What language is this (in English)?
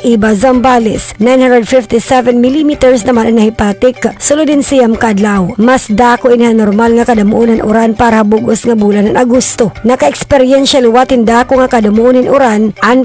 Waray